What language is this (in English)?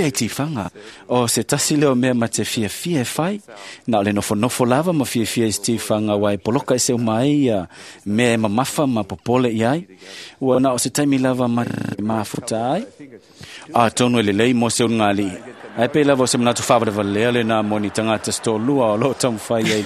Samoan